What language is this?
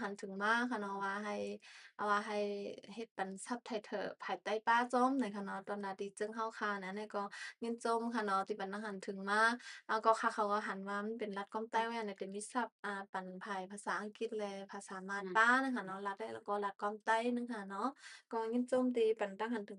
Shan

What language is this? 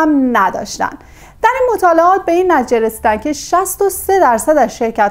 Persian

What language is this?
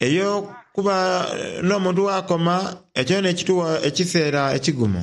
Soga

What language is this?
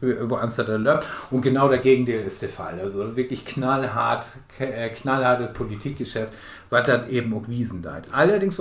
Low German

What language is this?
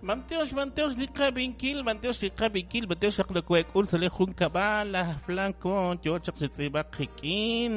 Kekchí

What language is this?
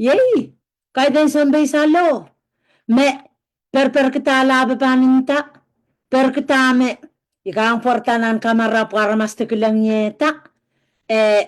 Pohnpeian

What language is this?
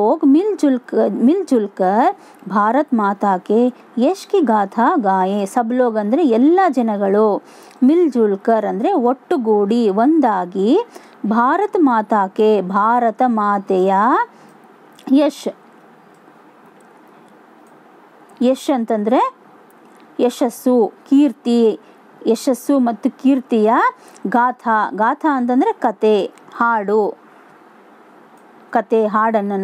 Kannada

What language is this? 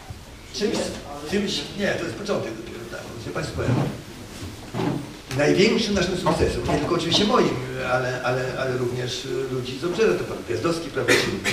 Polish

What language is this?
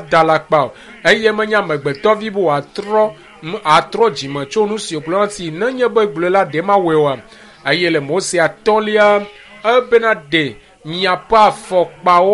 Ewe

